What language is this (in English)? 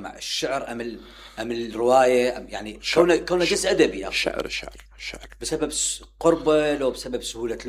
Mesopotamian Arabic